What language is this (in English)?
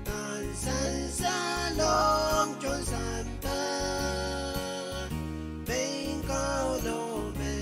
Pohnpeian